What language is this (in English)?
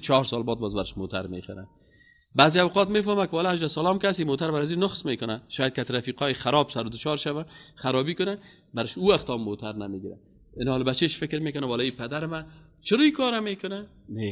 Persian